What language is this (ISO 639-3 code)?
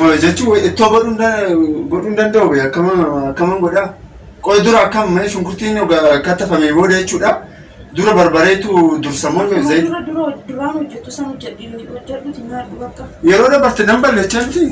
orm